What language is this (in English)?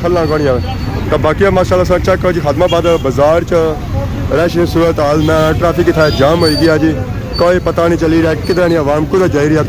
Pahari-Potwari